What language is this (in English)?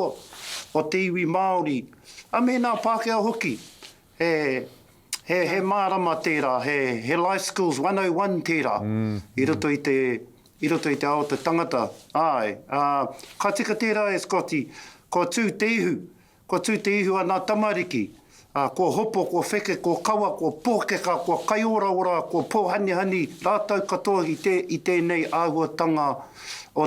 Māori